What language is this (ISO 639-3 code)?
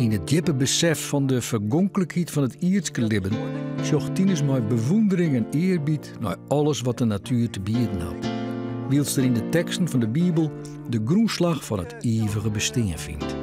fry